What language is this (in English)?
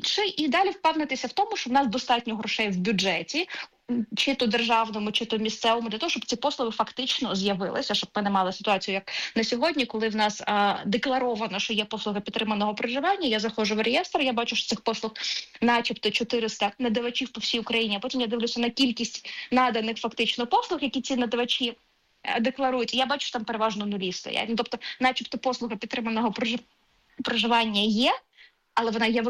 Ukrainian